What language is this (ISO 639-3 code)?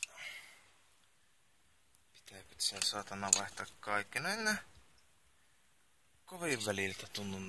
fin